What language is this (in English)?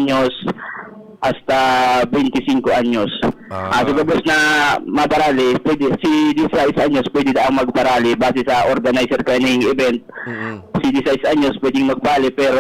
Bikol